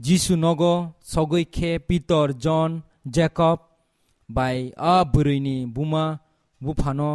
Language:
Kok Borok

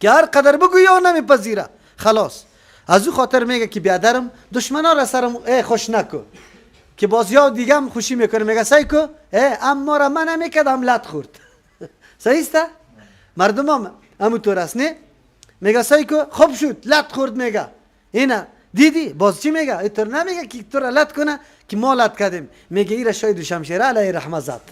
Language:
Persian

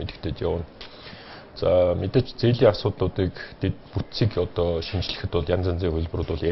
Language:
Mongolian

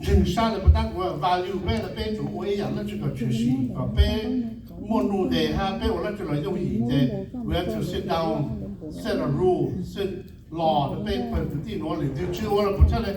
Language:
Hmong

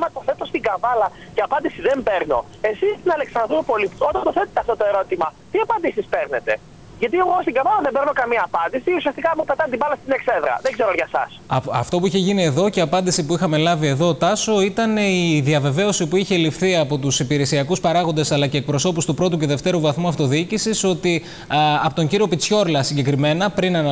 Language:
Greek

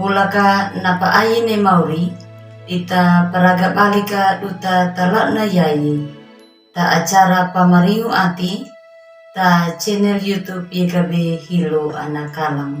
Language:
Anakalangu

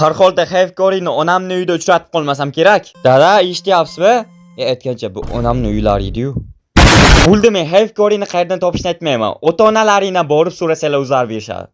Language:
Uzbek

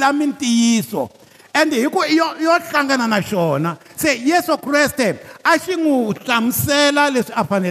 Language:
Tsonga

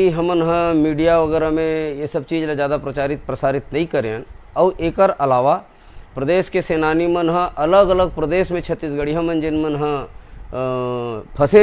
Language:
Chhattisgarhi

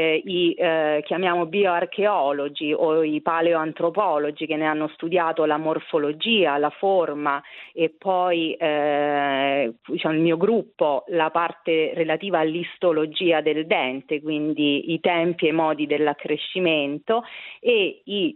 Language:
Italian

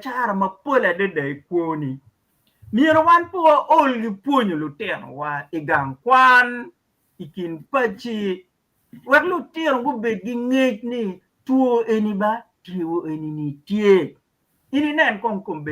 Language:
Acoli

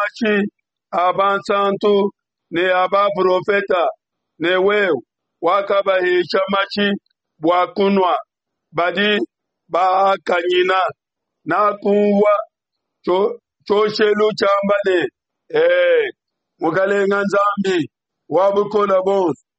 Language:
Luba-Lulua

